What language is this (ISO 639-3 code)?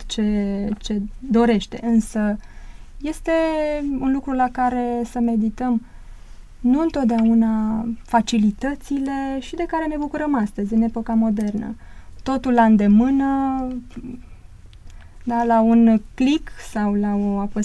ron